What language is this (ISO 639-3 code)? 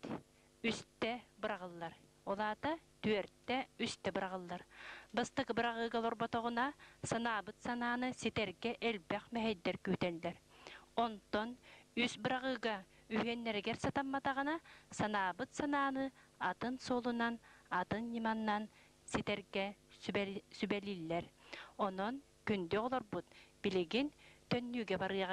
sah